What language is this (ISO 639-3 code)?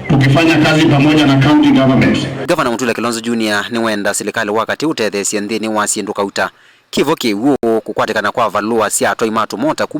kam